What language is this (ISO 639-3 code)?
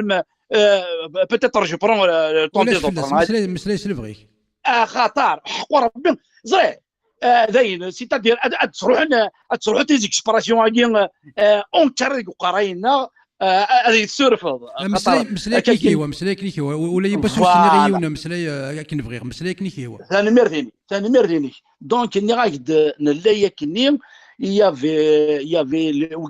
kab